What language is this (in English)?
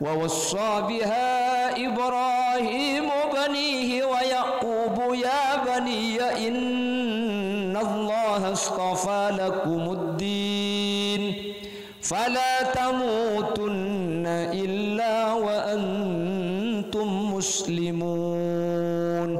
Madurese